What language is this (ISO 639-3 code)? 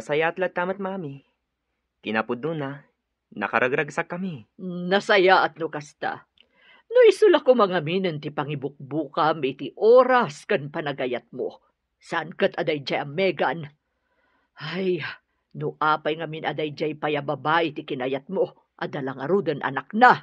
ilo